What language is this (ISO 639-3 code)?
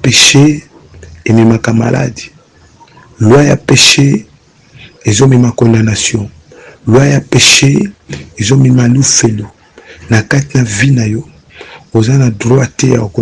lin